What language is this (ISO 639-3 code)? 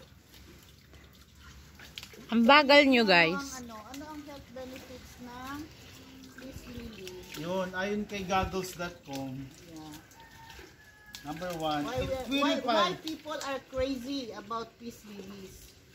fil